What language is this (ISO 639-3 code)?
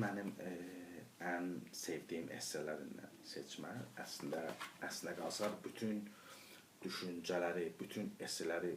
aze